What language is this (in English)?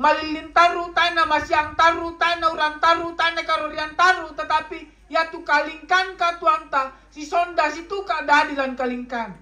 Toraja-Sa'dan